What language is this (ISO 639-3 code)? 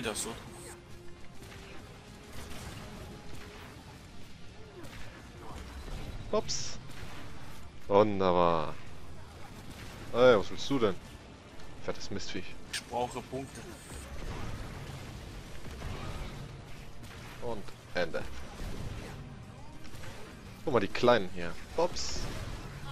deu